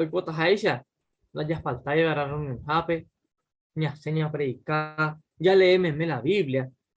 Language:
Guarani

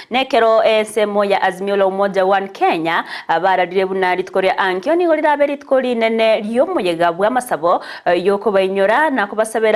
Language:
Gusii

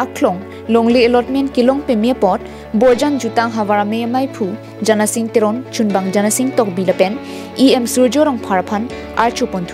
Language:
Karbi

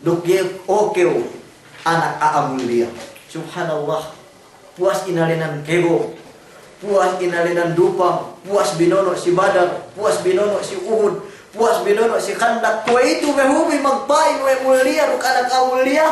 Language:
Yakan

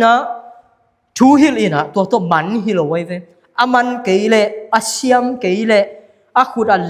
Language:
Tedim Chin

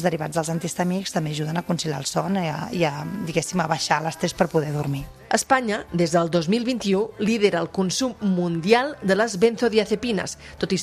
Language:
Catalan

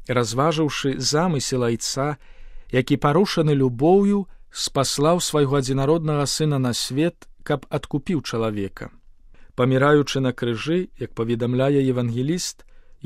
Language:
Belarusian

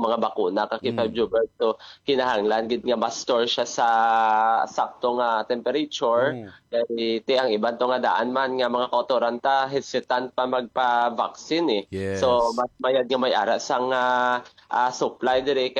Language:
Hiligaynon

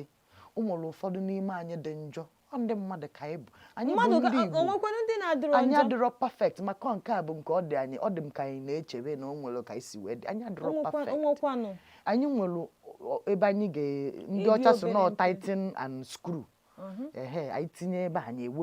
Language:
Igbo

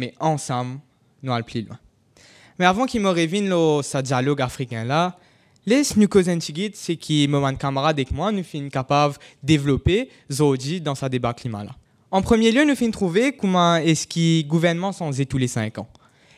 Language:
Morisyen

